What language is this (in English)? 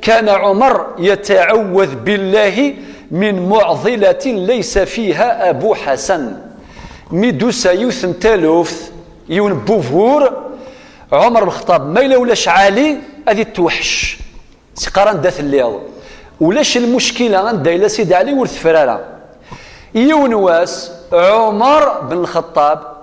Kabyle